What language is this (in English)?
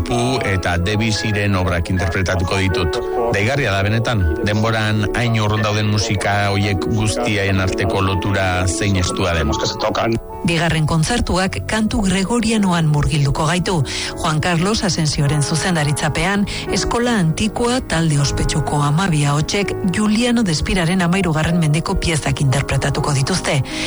Basque